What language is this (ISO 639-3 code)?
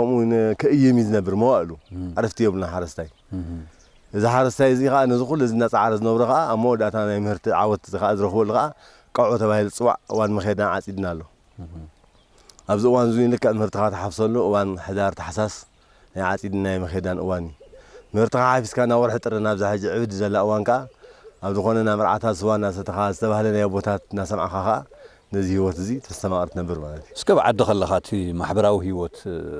tir